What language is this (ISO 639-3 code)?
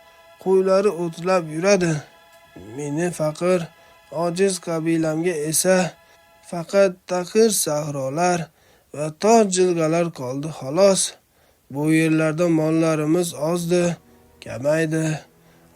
uzb